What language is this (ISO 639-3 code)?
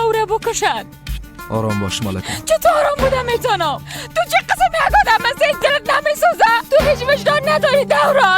fas